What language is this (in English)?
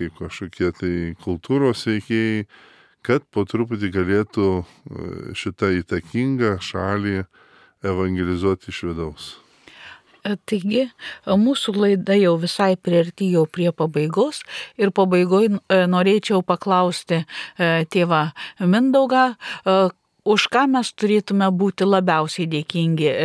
Lithuanian